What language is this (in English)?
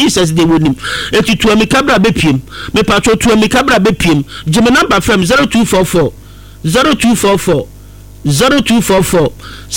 Akan